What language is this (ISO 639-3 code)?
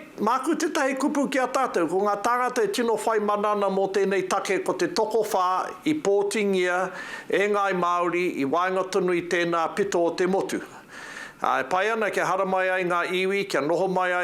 mri